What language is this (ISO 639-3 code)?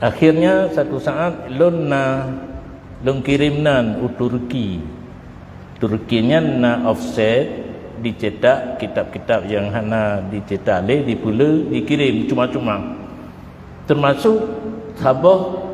ace